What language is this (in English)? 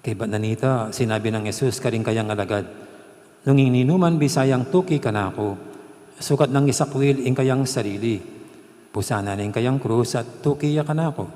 Pampanga